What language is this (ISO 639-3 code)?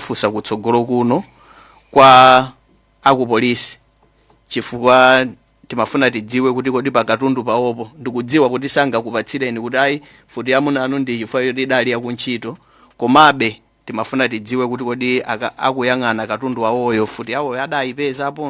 nya